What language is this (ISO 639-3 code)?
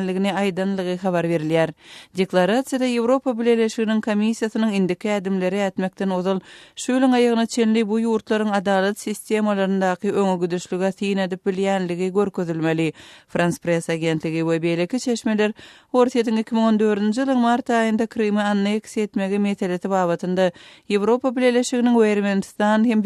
tuk